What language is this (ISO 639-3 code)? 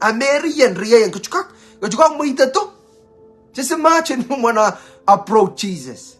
pon